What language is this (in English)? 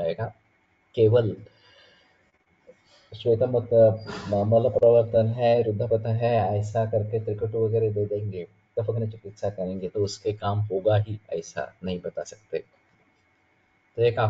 Hindi